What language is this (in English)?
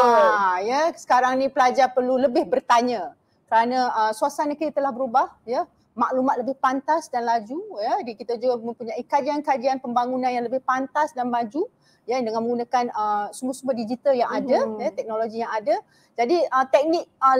Malay